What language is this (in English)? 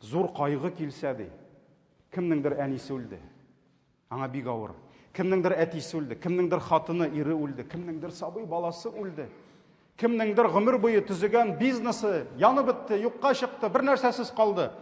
Tatar